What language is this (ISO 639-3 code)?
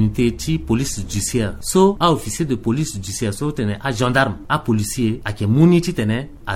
sag